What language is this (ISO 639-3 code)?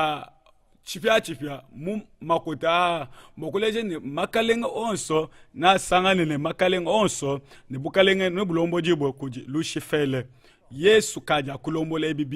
lua